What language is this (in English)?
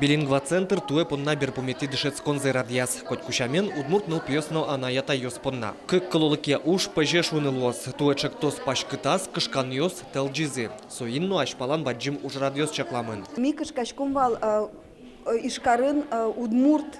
Udmurt